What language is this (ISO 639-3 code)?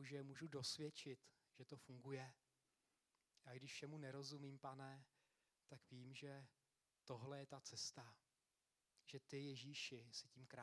ces